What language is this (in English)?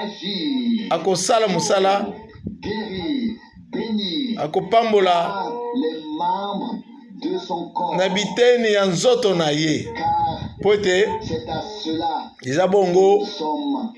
Lingala